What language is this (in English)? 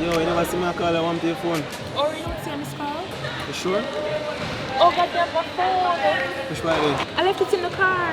Jamaican Creole English